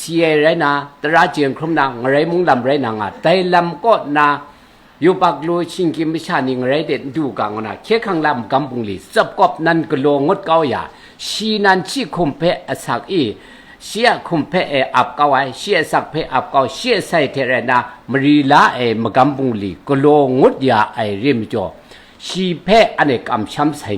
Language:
Kachin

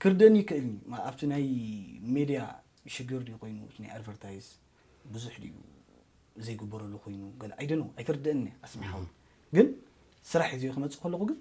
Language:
Tigrinya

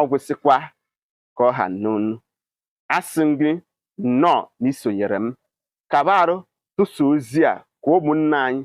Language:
Igbo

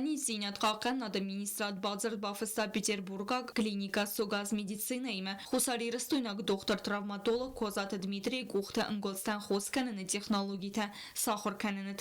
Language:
Ossetic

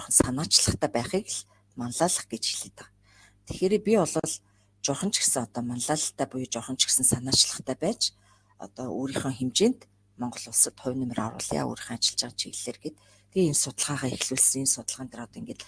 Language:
Mongolian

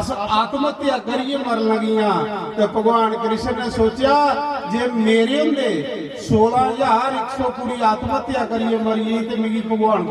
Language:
Dogri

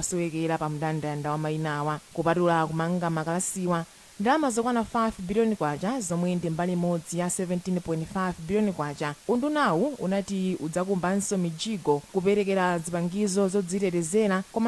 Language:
Nyanja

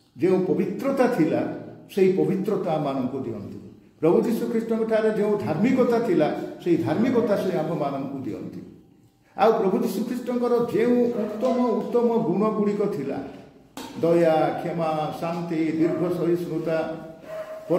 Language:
Odia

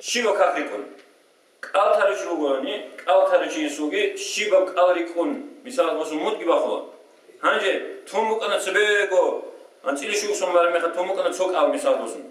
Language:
Avaric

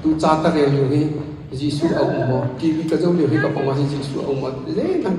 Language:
Hakha Chin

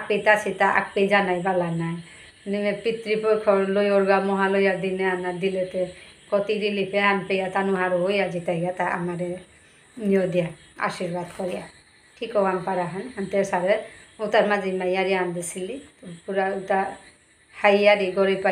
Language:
Bishnupriya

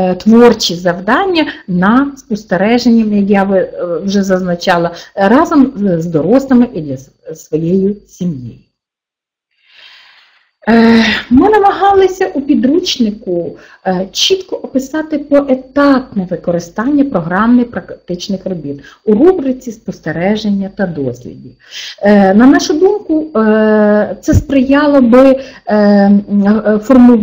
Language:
Ukrainian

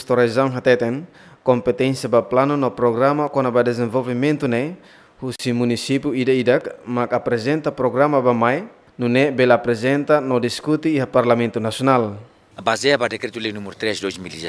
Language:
Tetum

